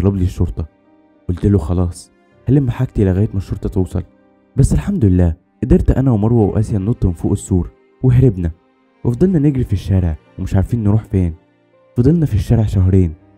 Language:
Egyptian Arabic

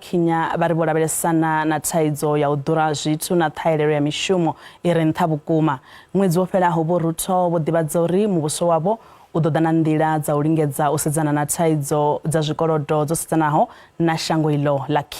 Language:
Venda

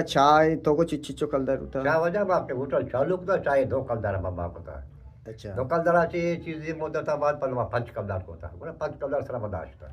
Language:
Eastern Balochi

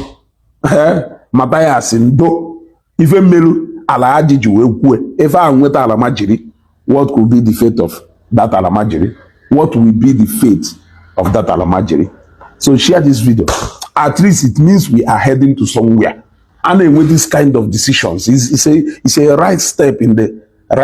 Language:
Igbo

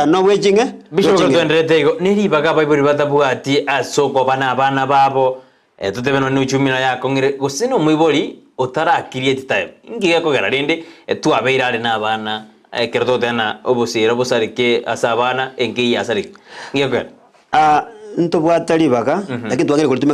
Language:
Gusii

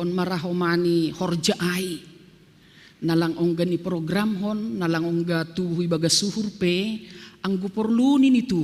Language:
Batak Simalungun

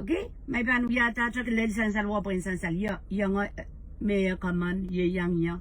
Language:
Pohnpeian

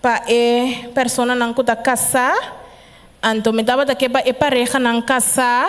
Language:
Papiamento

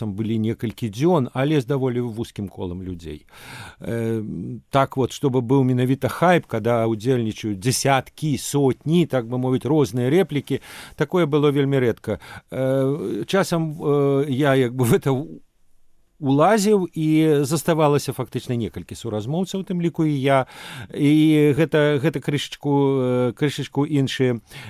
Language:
Belarusian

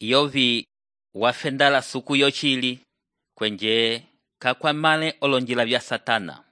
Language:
Umbundu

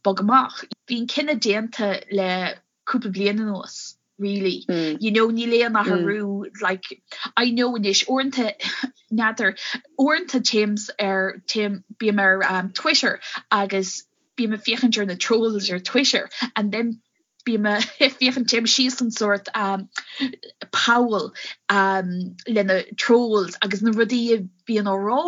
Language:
Irish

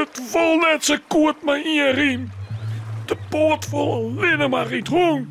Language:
Western Frisian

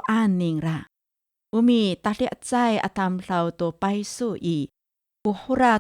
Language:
Amis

